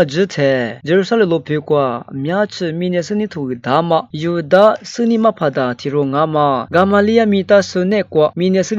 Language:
Lisu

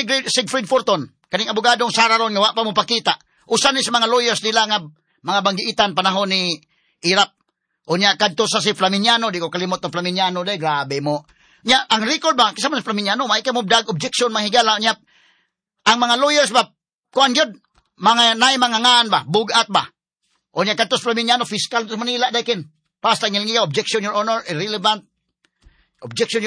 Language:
Cebuano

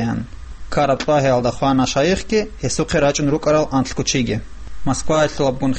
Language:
Avaric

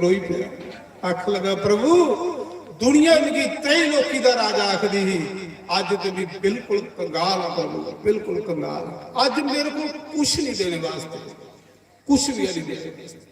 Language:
Dogri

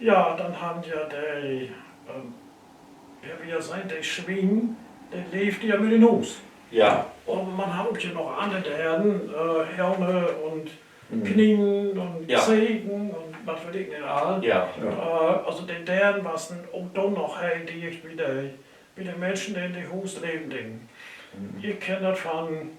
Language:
Low German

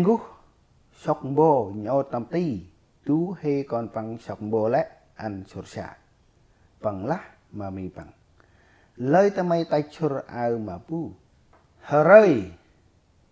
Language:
Central Mnong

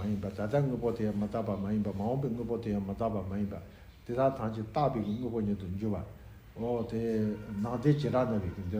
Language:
Tibetan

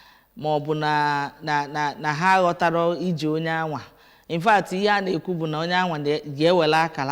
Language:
Igbo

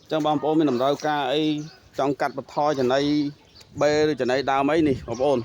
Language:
Khmer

